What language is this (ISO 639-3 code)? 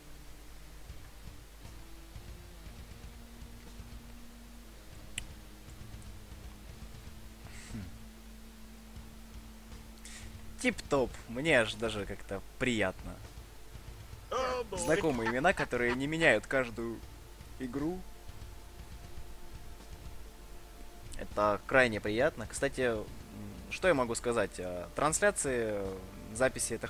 rus